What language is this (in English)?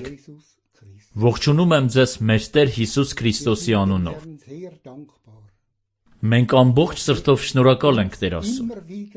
Armenian